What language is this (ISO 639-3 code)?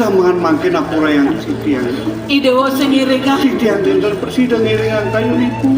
ban